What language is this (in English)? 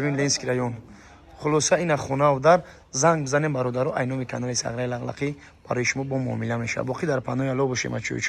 Tajik